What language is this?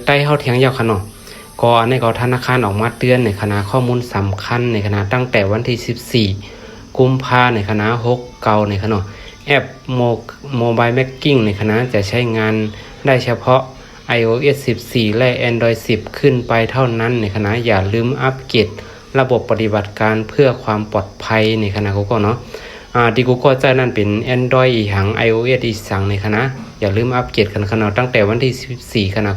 Shan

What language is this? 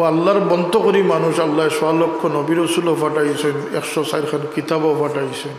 Sylheti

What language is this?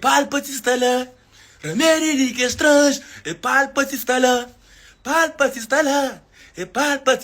Kabuverdianu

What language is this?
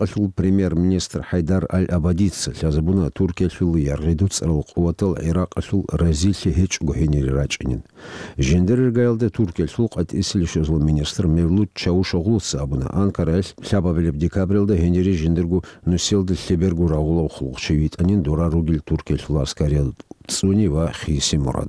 Avaric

